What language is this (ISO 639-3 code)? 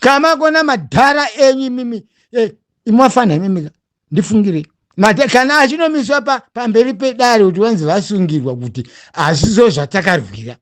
sna